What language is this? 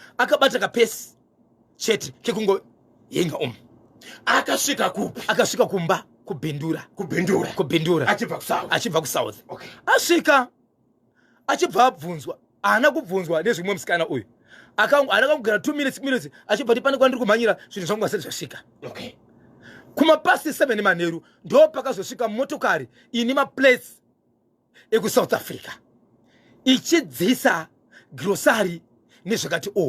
Shona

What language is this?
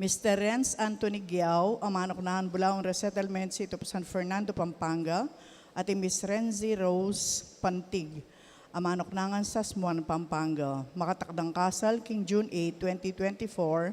Pampanga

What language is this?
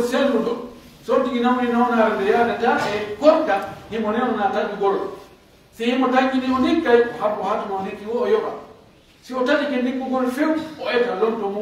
Pular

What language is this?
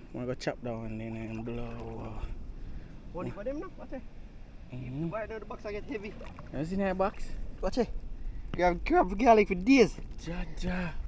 Jamaican Creole English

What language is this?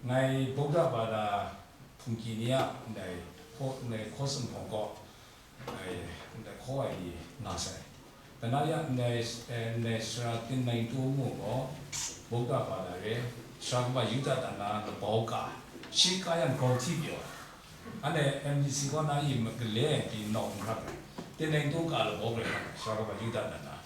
Kachin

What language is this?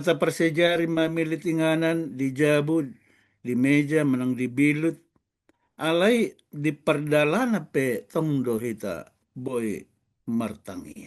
Batak Toba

